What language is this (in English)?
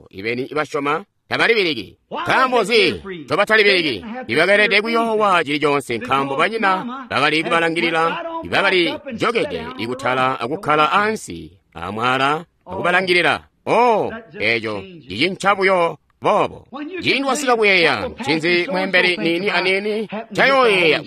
Tonga (Zambia)